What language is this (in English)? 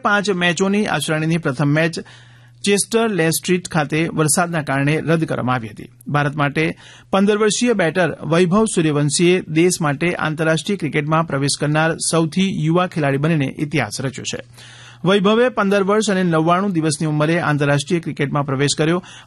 Gujarati